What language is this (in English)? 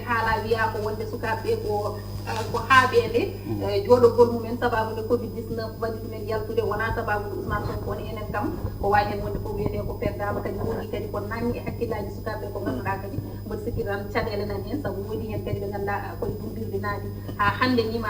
Fula